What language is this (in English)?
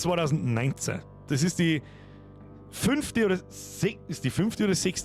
Bavarian